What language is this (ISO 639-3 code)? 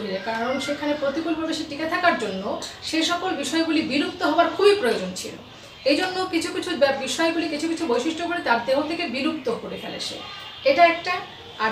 ben